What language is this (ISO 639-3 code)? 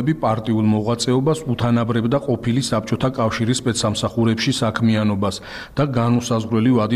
kat